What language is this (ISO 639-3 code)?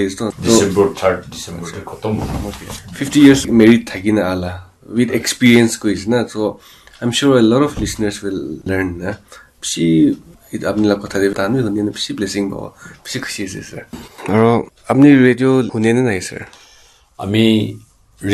nag